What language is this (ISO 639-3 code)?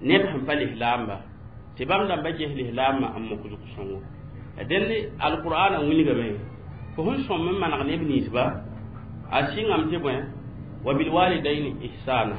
mos